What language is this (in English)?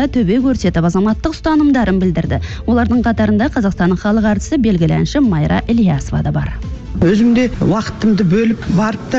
Kazakh